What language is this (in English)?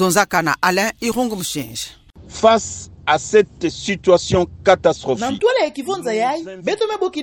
Kituba (Democratic Republic of Congo)